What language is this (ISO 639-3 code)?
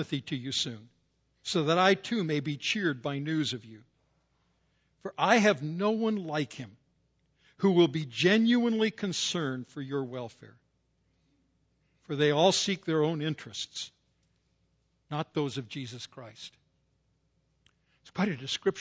eng